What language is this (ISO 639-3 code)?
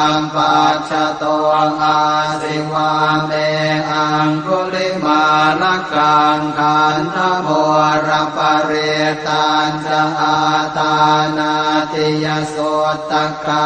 pli